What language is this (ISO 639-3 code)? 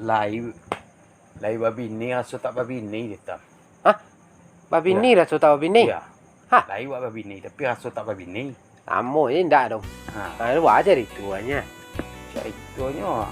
min